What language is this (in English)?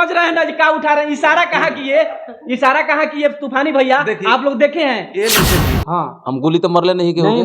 Bhojpuri